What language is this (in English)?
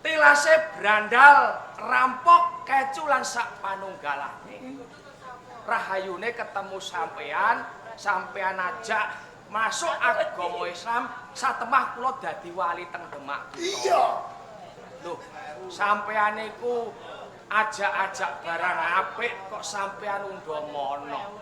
Javanese